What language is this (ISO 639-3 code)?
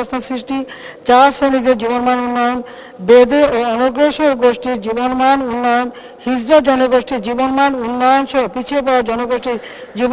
ben